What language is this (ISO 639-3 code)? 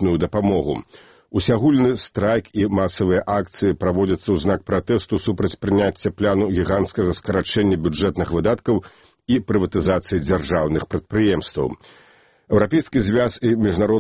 bel